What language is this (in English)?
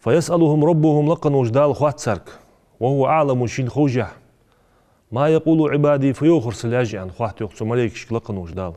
Ingush